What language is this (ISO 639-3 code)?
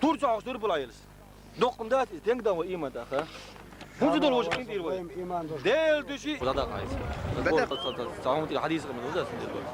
che